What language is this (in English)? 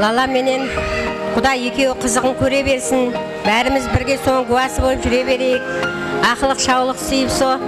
Kara-Kalpak